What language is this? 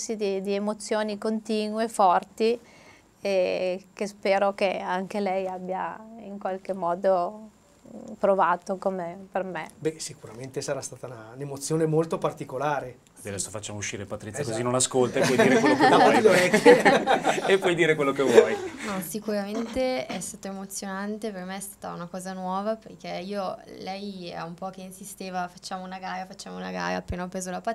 Italian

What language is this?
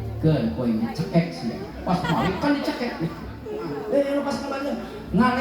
Sundanese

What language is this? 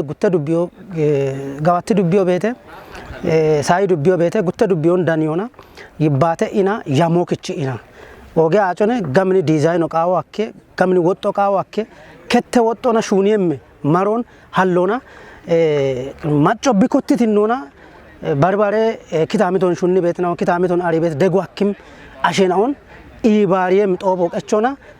Kafa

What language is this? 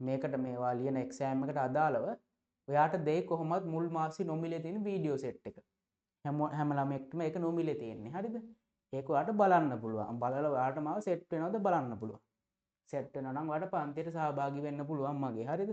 Sinhala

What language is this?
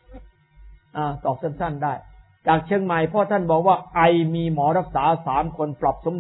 Thai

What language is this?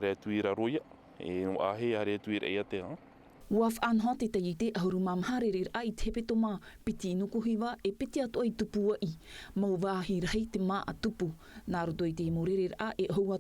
Tahitian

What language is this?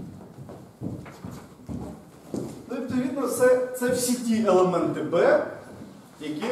Ukrainian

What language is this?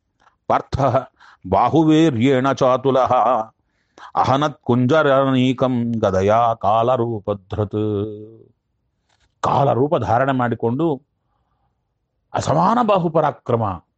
Kannada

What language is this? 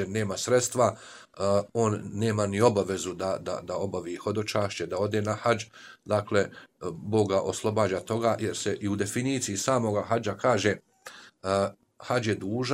Bosnian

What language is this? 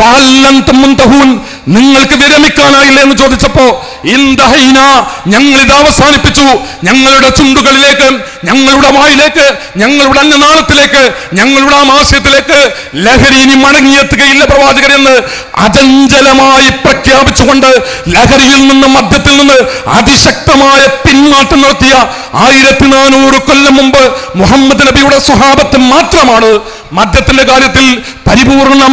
Malayalam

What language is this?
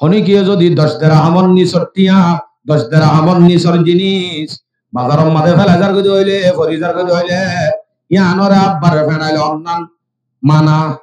Rohingya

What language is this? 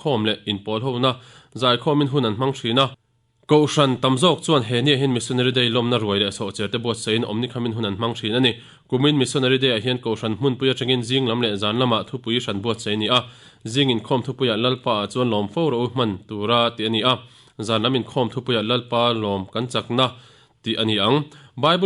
Mizo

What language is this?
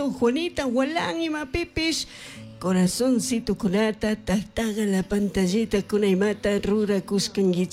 Chimborazo Highland Quichua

